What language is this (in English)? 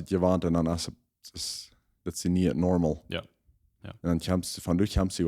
Plautdietsch